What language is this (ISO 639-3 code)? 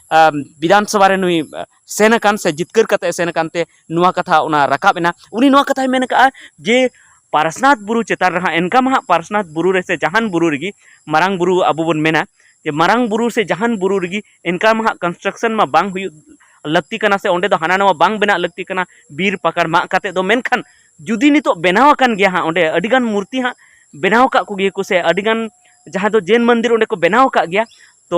sat